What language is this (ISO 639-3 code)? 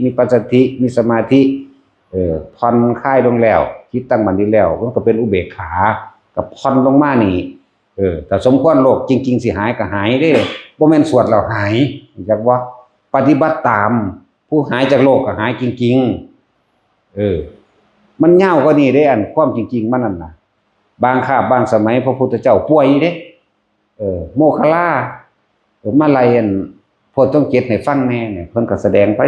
tts